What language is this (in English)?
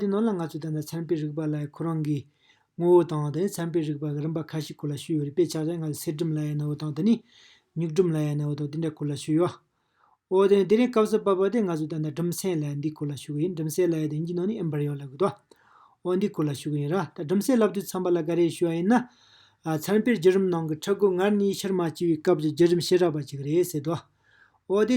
Tibetan